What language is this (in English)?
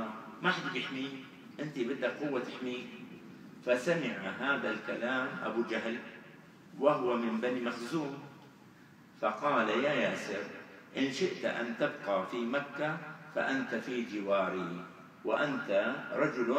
Arabic